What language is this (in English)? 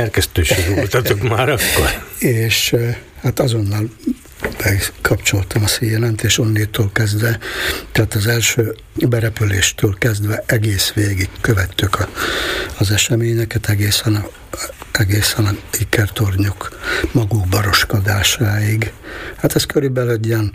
Hungarian